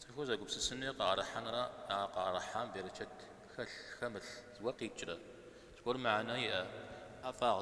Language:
Kabardian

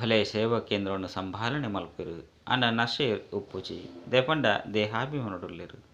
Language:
Tulu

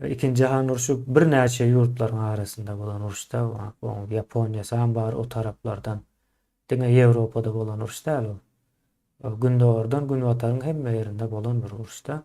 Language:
Turkmen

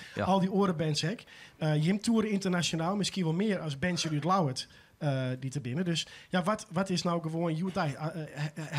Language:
Western Frisian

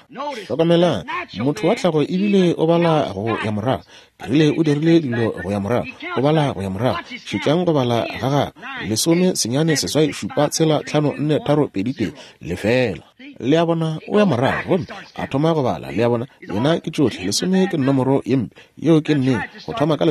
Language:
Northern Sotho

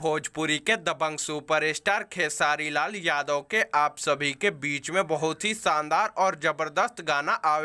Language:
Bhojpuri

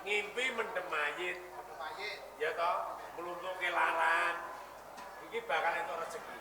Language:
Javanese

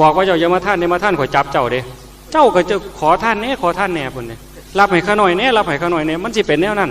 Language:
Northeastern Thai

